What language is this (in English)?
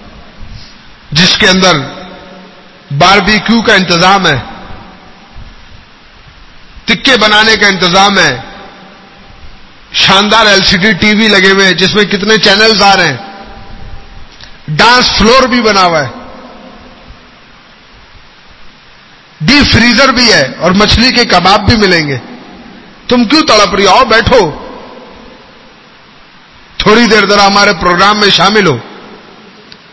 Urdu